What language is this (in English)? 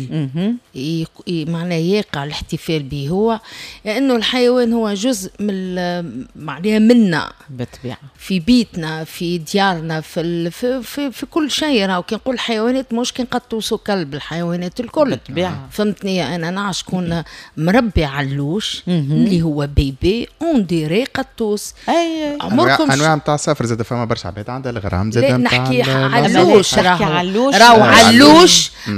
Tunisian Arabic